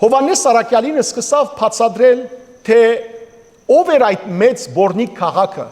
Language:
Western Armenian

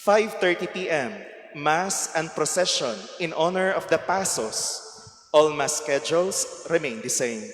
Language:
Cebuano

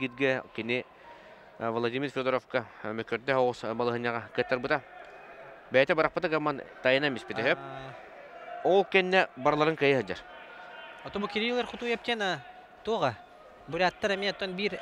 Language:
Yakut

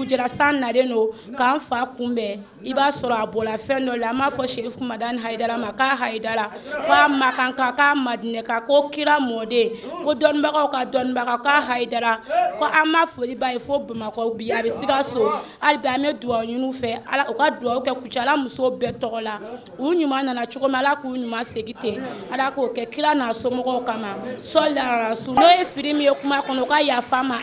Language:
Bambara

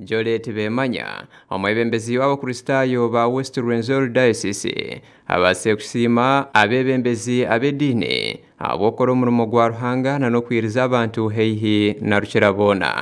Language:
Nyankole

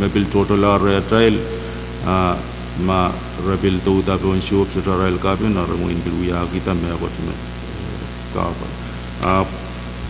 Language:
Pohnpeian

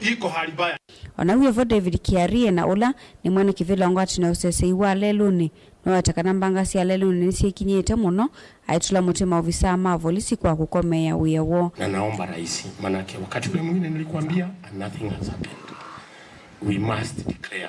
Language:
Kamba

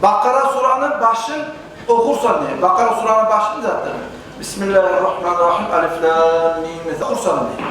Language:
Kumyk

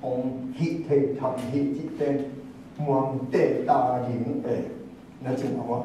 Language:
Tedim Chin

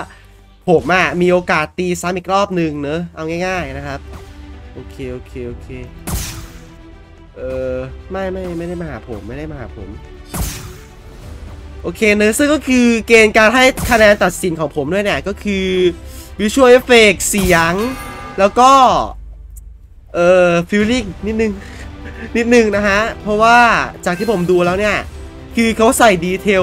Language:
Thai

